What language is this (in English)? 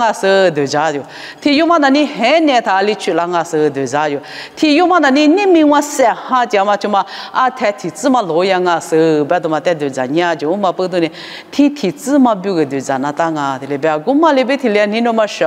Lisu